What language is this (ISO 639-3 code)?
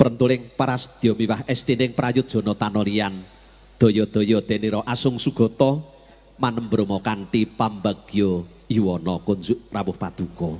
jav